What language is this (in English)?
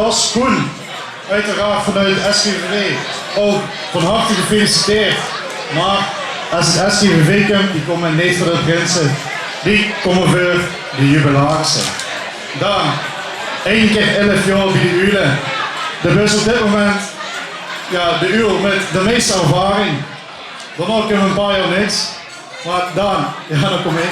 Limburgish